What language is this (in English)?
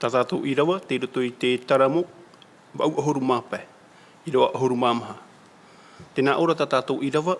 Tahitian